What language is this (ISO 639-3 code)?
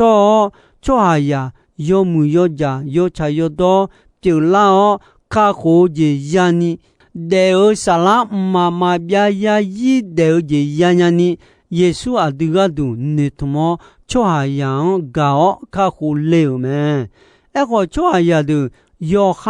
ahk